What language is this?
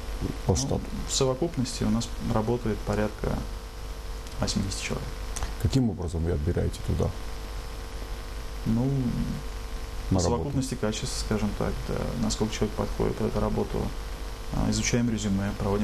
Russian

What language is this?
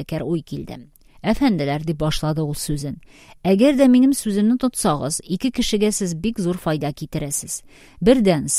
Tatar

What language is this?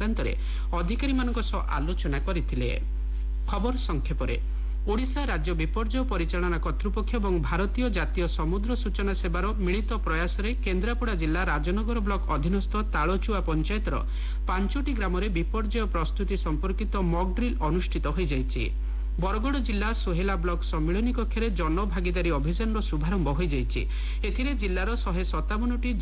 Odia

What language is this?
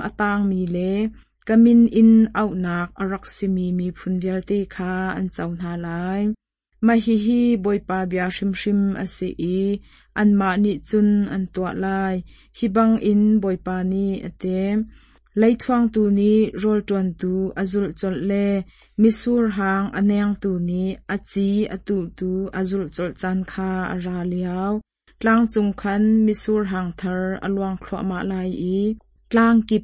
Hakha Chin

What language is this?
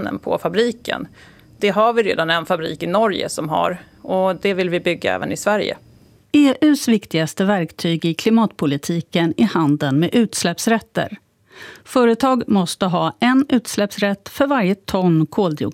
Swedish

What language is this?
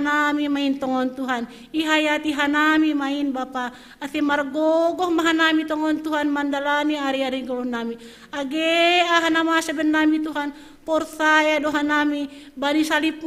Batak Simalungun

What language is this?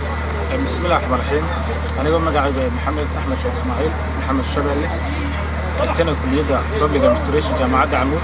Somali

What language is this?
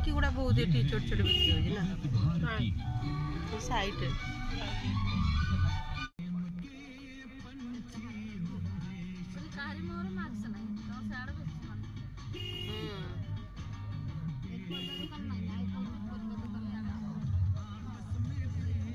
Odia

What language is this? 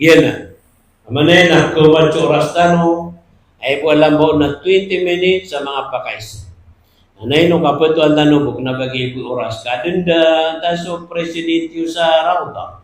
Maranao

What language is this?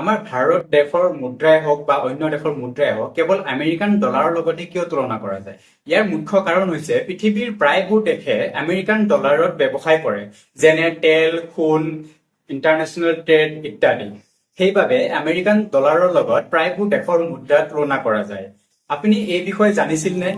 Assamese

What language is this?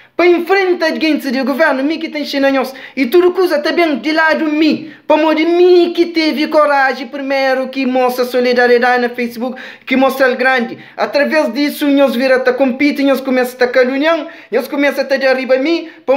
Kabuverdianu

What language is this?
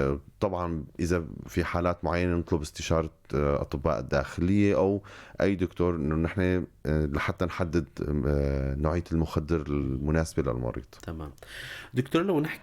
North Levantine Arabic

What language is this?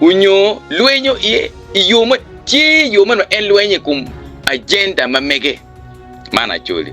Acoli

